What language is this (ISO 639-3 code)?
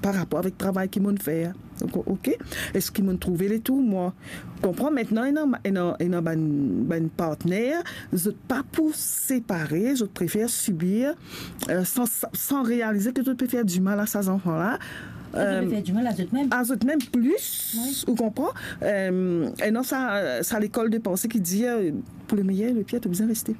mfe